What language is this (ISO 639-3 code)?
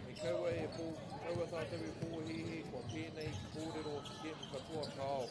mri